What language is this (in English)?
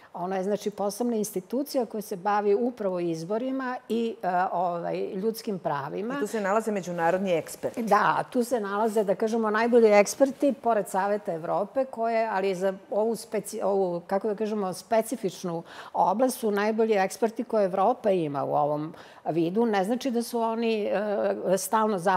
Serbian